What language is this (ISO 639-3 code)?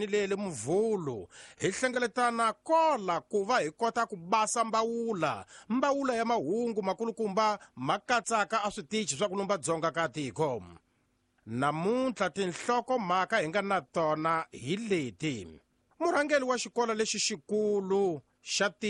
tso